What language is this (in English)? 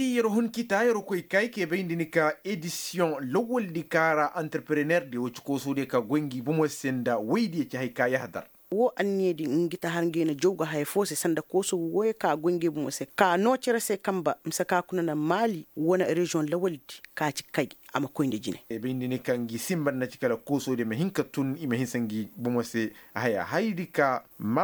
Koyraboro Senni